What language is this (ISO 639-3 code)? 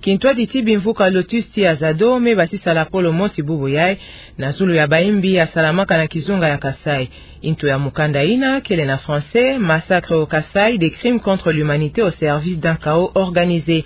ktu